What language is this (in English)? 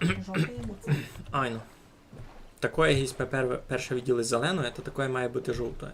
Rusyn